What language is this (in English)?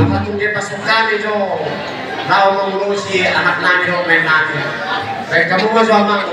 Batak Toba